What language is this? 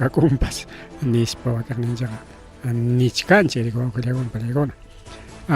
Ayacucho Quechua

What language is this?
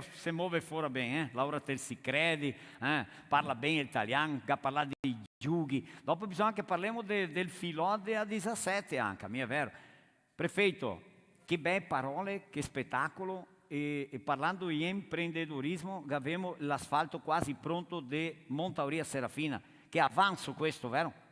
Venetian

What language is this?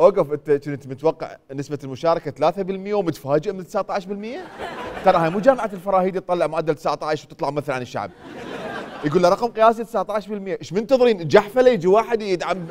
Mesopotamian Arabic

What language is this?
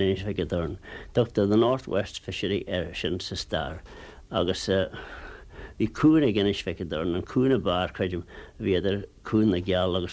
Irish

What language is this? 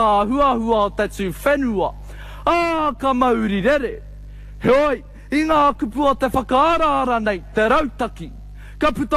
Māori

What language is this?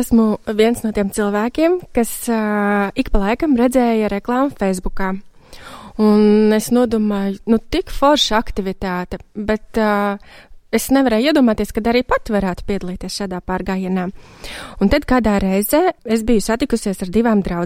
Latvian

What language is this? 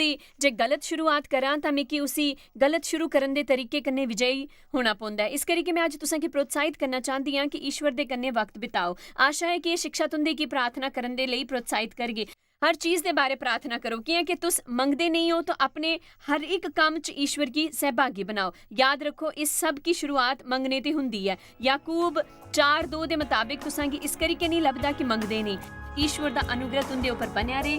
Dogri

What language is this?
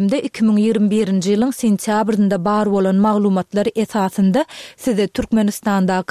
Turkmen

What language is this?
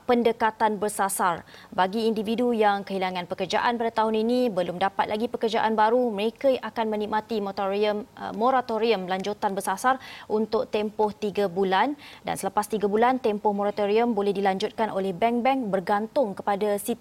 Malay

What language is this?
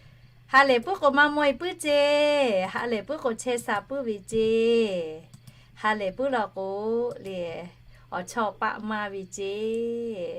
Lahu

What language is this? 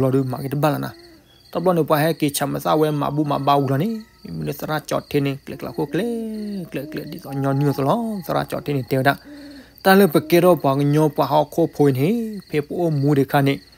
S'gaw Karen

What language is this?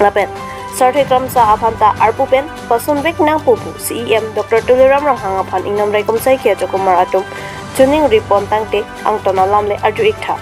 Karbi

